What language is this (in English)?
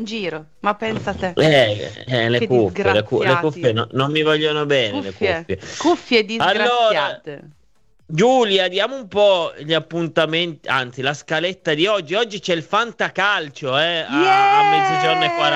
Italian